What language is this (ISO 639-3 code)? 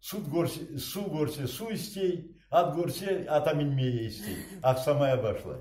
crh